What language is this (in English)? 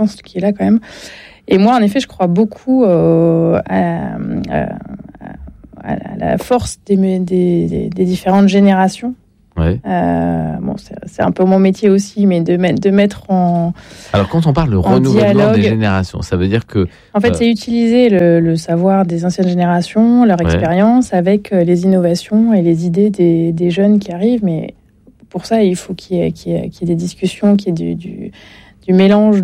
French